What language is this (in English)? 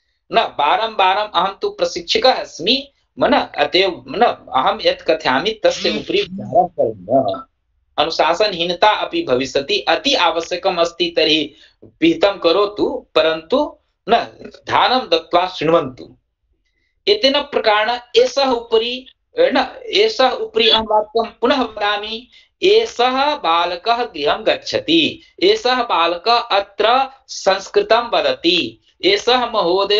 Sanskrit